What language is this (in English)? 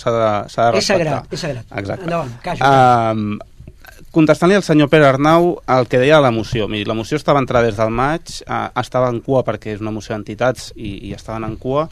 Catalan